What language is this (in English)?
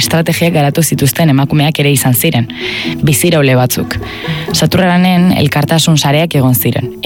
Basque